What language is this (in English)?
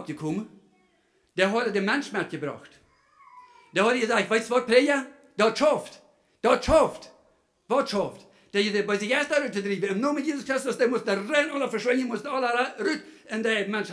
Plautdietsch